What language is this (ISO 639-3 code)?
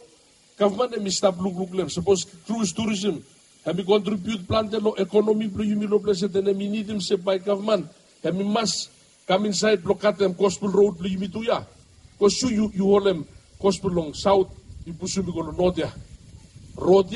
bis